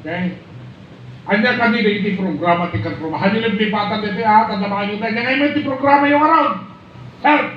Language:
Iloko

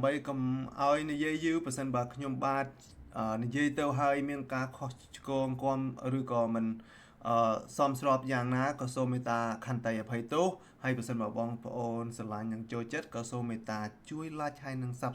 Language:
Khmer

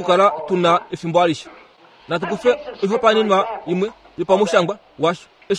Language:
Kuanyama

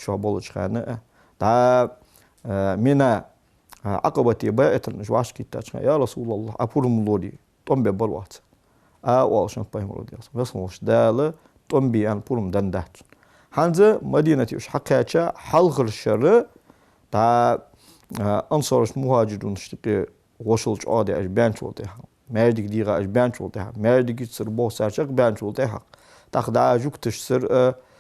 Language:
Ingush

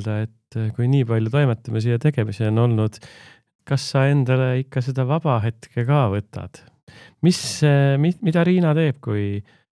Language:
Estonian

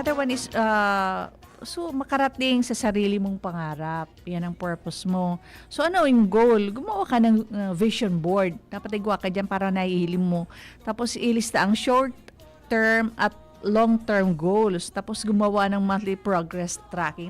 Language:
Bikol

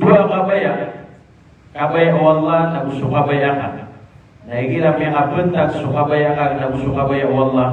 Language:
Maranao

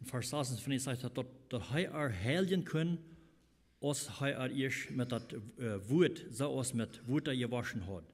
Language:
Plautdietsch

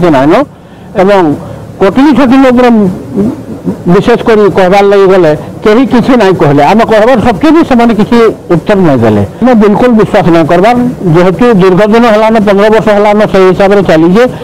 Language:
Odia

